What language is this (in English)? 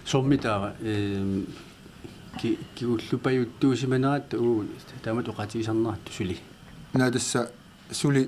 Kalaallisut